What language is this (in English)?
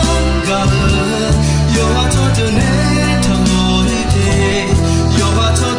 Akha